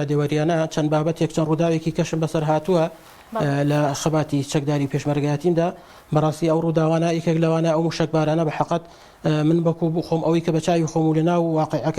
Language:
Central Kurdish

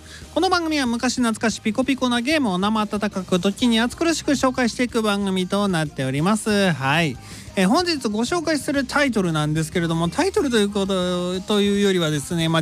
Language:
Japanese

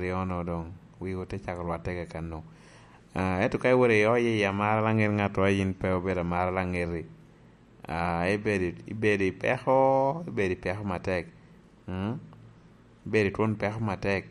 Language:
Lango (Uganda)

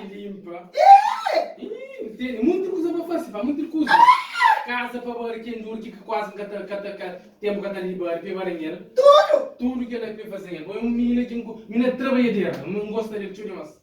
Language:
Kabuverdianu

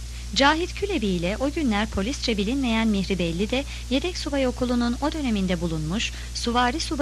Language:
Turkish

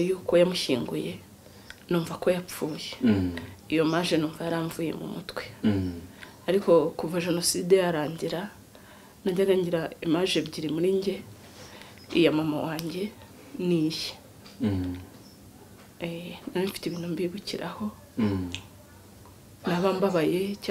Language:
Kinyarwanda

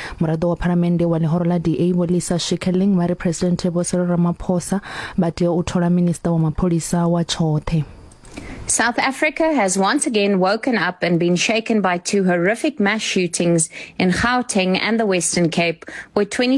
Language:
Venda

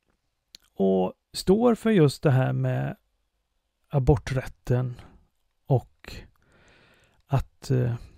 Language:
Swedish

